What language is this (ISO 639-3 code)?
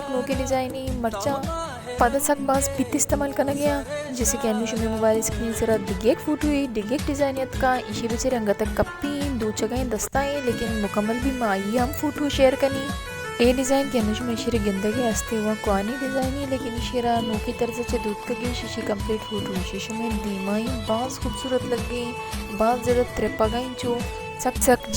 bal